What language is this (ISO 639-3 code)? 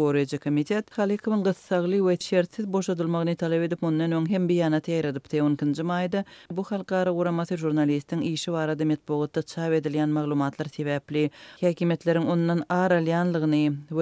tuk